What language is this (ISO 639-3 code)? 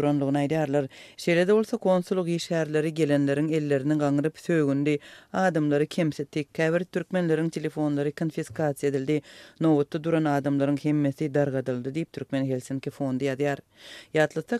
tuk